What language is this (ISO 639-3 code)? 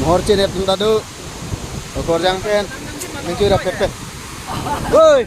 mjw